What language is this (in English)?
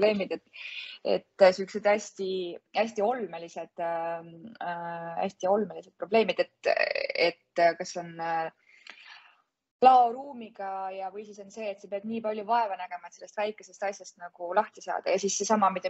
Estonian